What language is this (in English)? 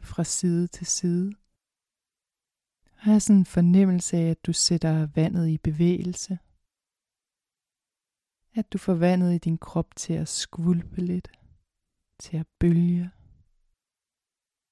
Danish